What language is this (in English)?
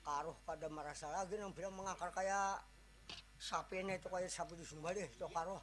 Banjar